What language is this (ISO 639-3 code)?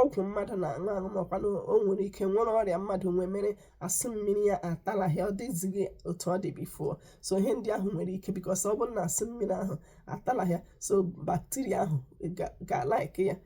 ibo